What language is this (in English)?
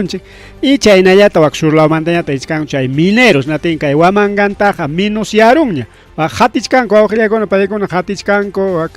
Ayacucho Quechua